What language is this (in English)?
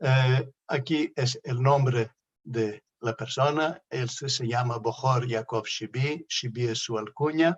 Ladino